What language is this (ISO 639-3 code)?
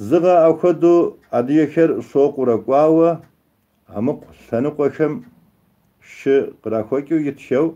kbd